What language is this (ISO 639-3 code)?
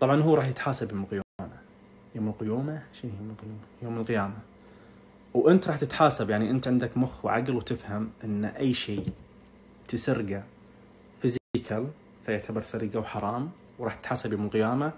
ars